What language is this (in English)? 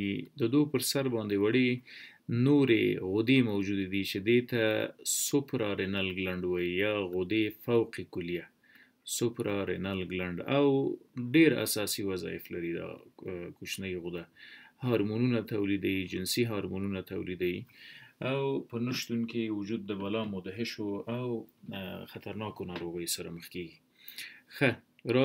Pashto